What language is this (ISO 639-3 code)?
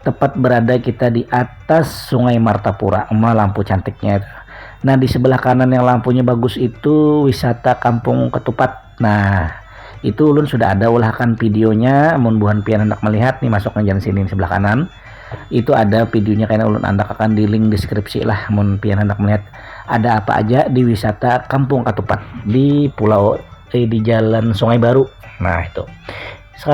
bjn